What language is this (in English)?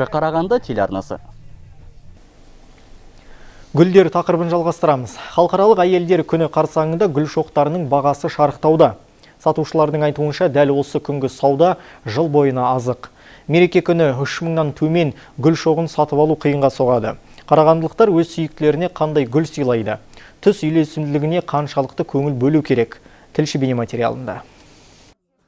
Kazakh